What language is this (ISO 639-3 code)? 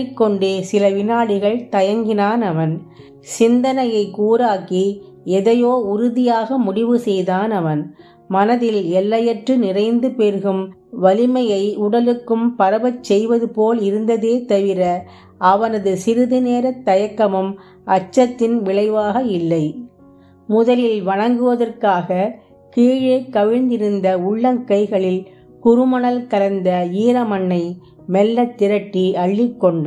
tam